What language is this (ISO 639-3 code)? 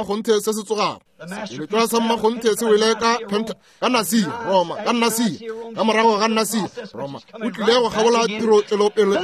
nso